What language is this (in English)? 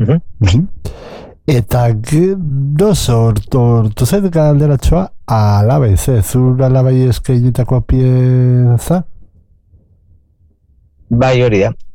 Basque